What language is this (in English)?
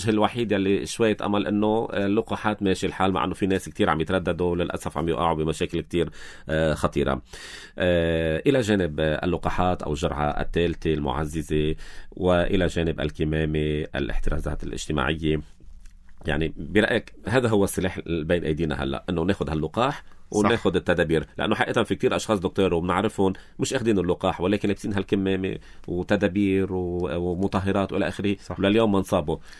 North Levantine Arabic